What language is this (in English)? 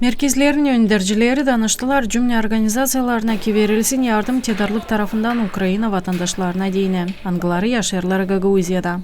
Gagauz